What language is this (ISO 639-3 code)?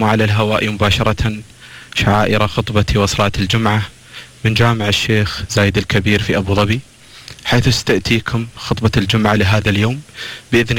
ara